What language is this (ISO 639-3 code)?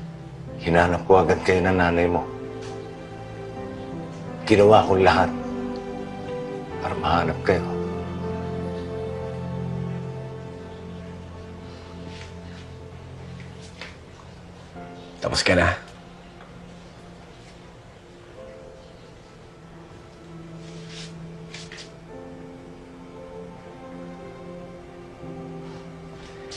fil